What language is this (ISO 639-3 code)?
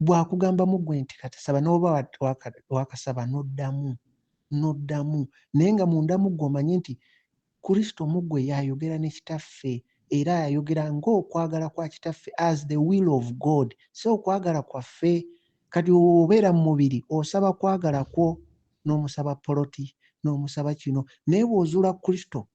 lug